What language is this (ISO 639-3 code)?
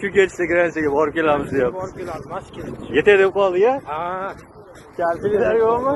uzb